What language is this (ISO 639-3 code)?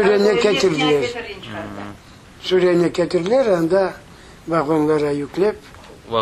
crh